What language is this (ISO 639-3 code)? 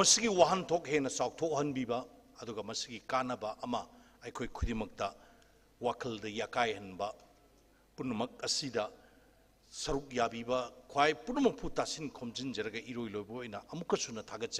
mni